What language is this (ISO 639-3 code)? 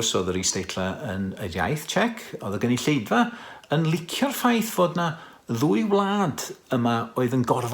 cym